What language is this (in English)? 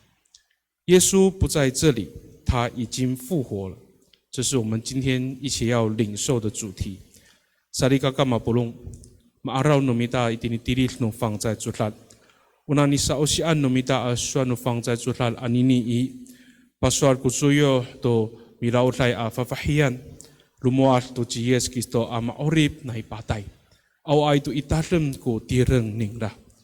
Amis